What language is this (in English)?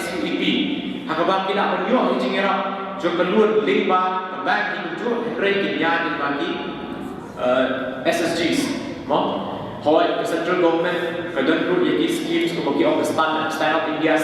Khasi